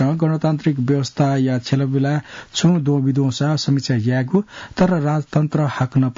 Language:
Newari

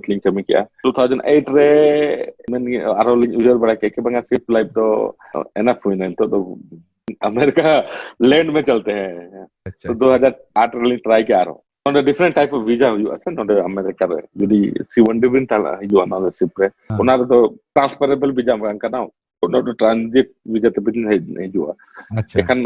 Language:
Santali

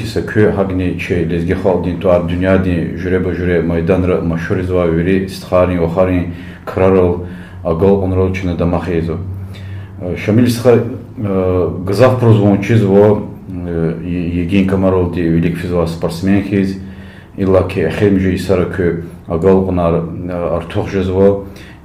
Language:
Lezghian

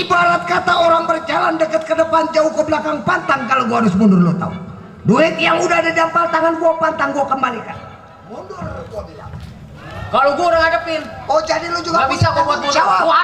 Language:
Betawi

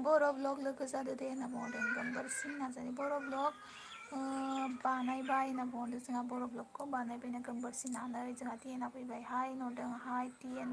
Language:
Bodo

